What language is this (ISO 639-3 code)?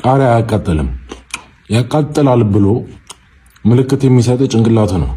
amh